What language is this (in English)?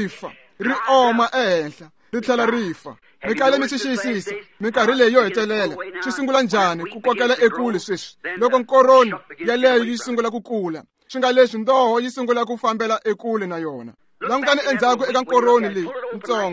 Tsonga